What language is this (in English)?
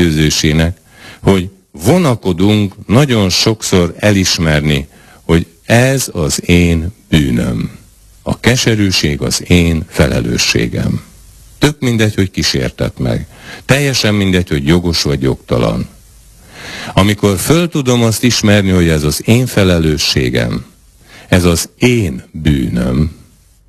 Hungarian